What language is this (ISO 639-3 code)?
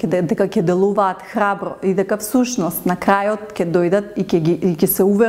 mkd